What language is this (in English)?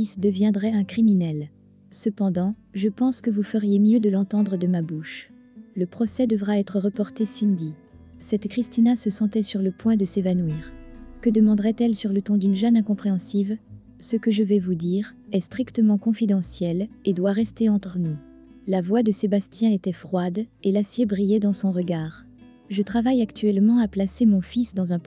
French